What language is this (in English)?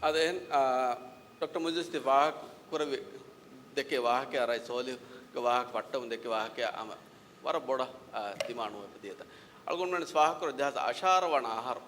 Divehi